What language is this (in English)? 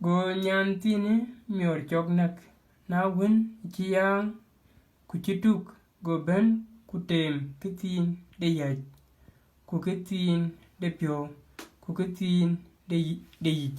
Dinka